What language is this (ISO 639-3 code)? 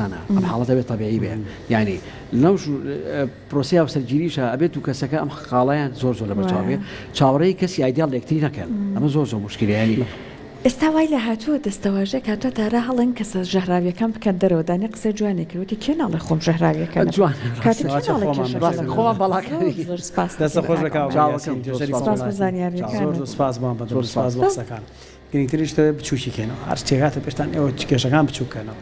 ckb